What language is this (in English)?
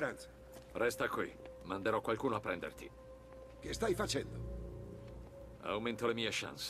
Italian